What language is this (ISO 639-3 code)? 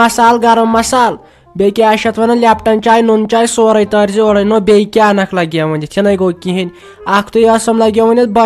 kas